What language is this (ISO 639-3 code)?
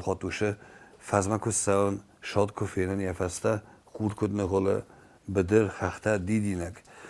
oss